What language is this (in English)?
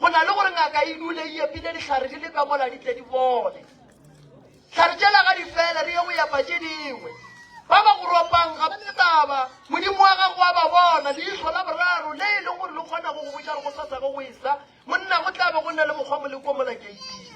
Northern Sotho